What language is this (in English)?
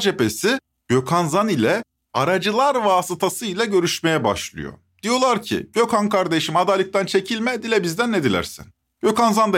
Turkish